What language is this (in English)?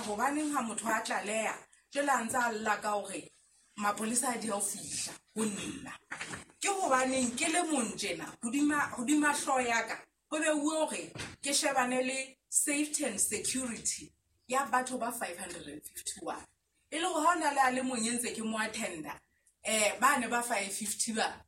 Southern Sotho